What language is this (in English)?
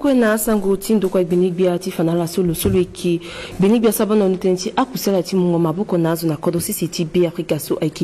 Sango